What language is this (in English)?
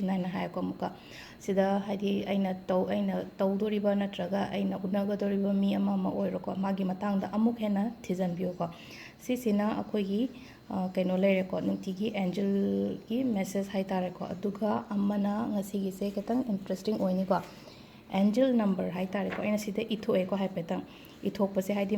Manipuri